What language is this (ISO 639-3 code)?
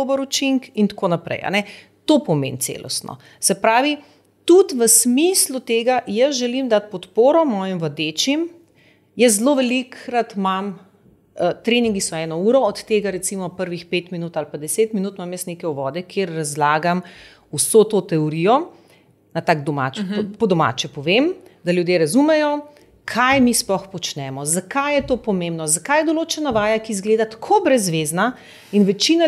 slv